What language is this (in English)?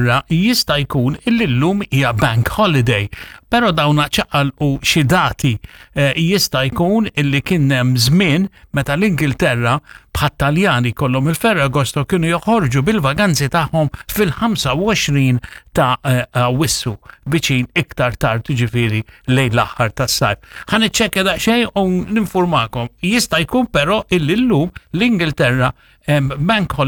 Maltese